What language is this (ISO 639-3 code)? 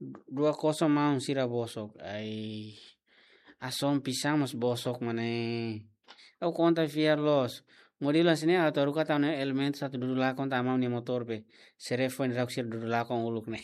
tet